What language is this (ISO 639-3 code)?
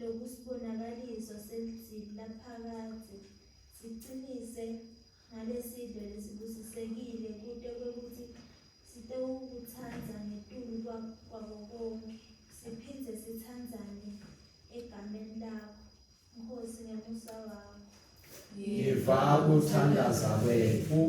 ssw